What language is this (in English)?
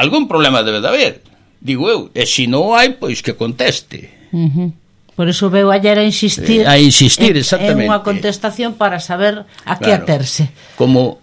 Galician